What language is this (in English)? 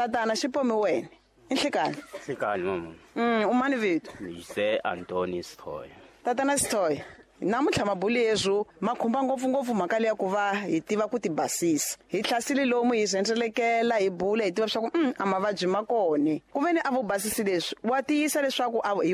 Tsonga